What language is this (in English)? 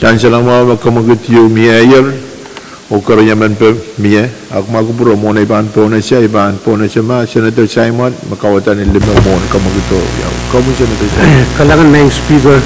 Pohnpeian